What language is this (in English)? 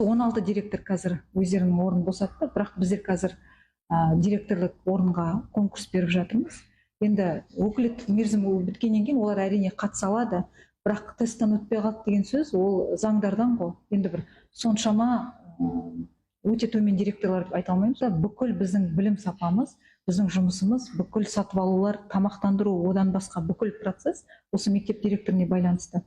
Kazakh